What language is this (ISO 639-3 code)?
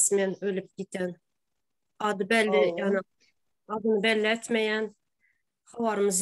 tuk